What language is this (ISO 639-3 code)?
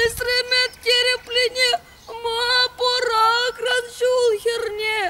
chv